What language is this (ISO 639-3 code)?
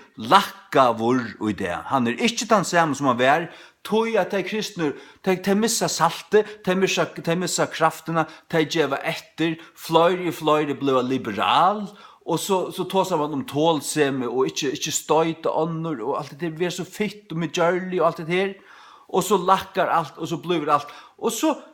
fao